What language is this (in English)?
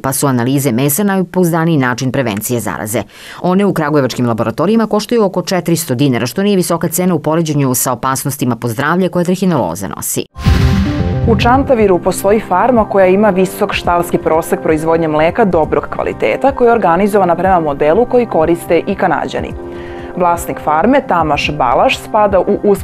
Serbian